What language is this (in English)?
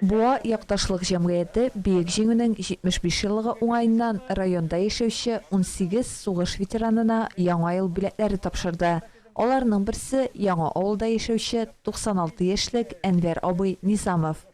Tatar